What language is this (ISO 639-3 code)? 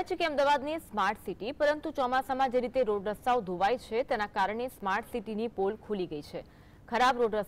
guj